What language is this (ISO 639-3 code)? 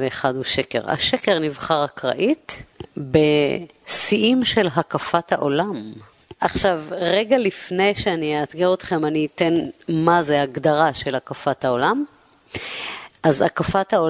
heb